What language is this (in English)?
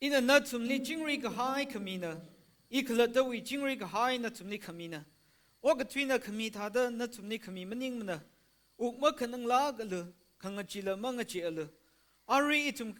Tangkhul Naga (India)